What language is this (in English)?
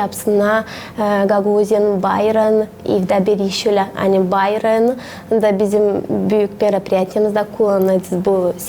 Gagauz